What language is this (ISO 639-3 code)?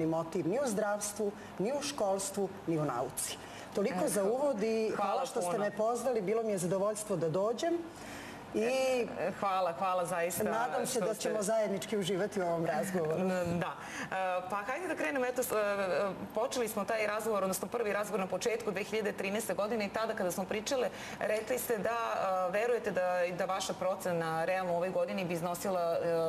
srp